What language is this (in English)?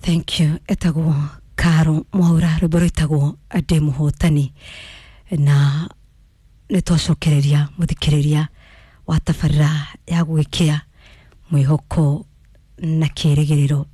Kikuyu